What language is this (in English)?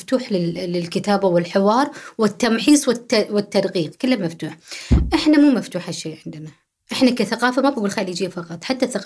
Gulf Arabic